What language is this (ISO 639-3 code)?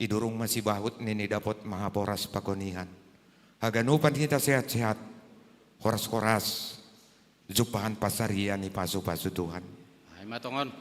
bts